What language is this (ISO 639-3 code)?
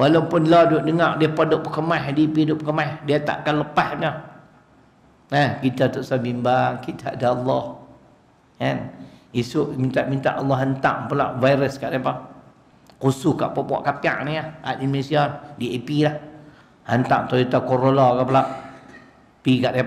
msa